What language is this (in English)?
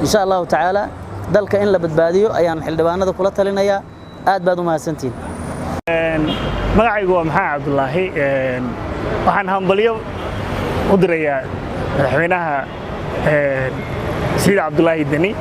Somali